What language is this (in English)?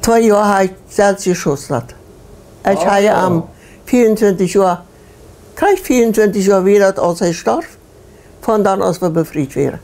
Plautdietsch